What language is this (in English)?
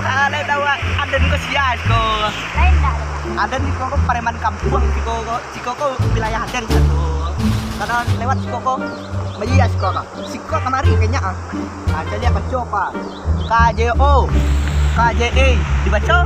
Minangkabau